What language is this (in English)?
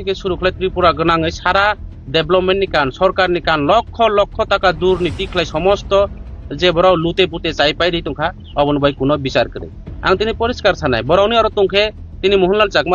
Kok Borok